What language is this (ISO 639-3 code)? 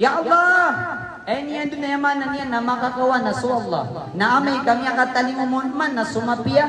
mrw